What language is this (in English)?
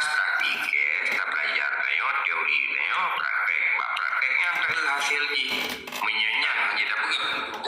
Achinese